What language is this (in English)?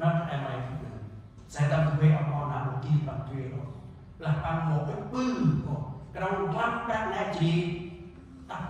Central Mnong